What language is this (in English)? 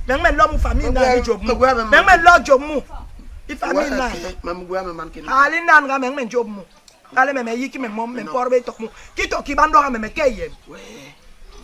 Basaa